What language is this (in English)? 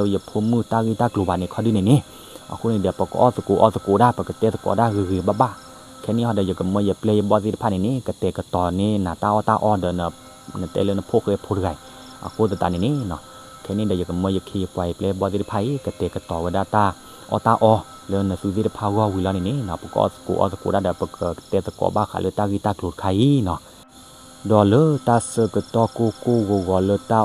S'gaw Karen